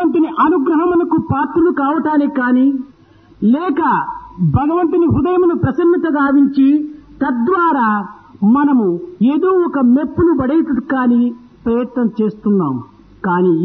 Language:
Telugu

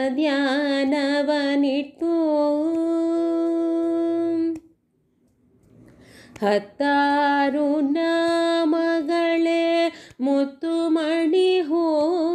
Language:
Kannada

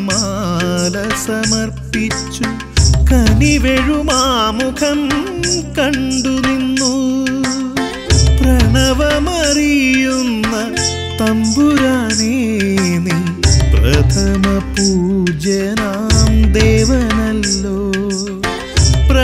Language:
Malayalam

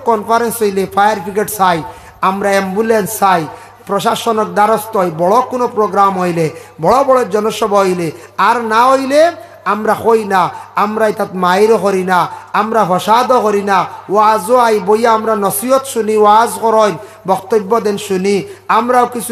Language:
Sylheti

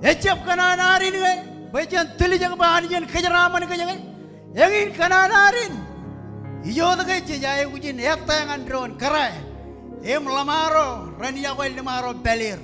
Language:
Marshallese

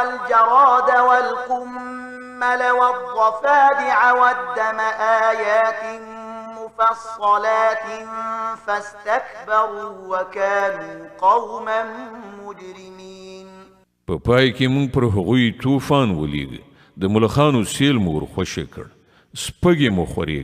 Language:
Pashto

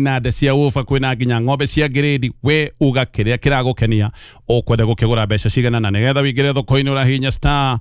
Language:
Kikuyu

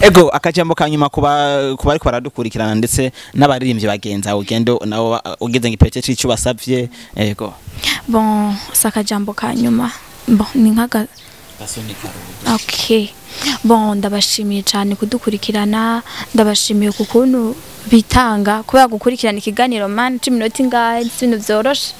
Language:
Rundi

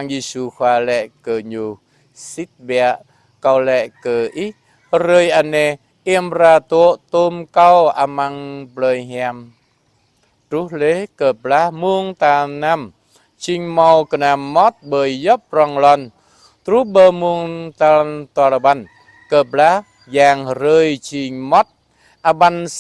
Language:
Jarai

